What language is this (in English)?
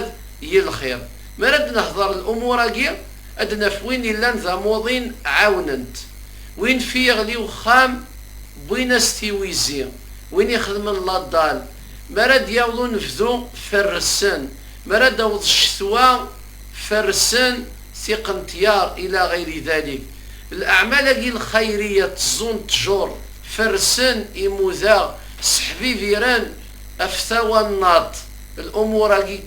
Kabyle